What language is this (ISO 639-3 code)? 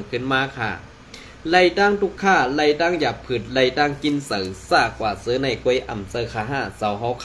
shn